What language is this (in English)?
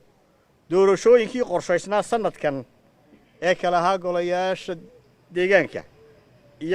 Somali